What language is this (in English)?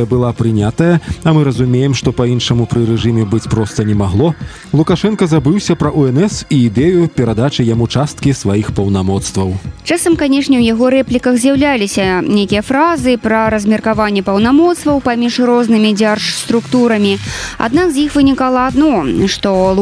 Belarusian